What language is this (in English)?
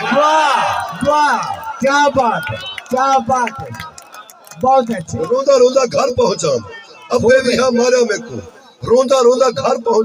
Saraiki